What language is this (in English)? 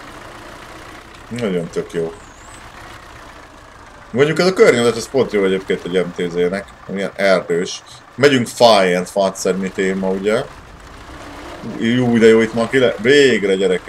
Hungarian